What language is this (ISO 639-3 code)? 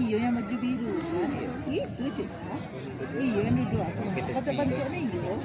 min